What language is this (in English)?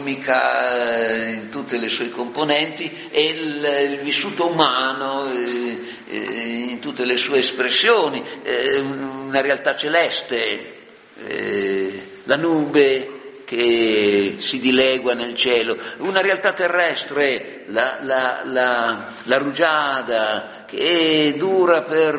Italian